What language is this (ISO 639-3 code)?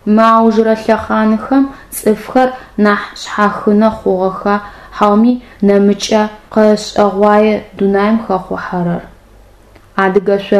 ady